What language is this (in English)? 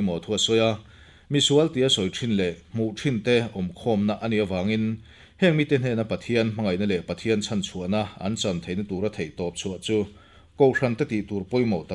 Mizo